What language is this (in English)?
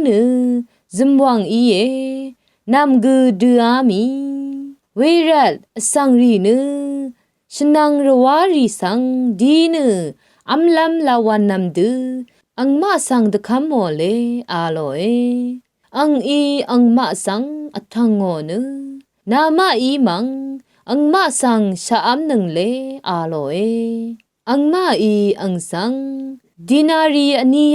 Rawang